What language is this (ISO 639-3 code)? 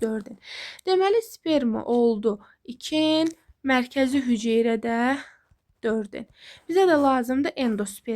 aze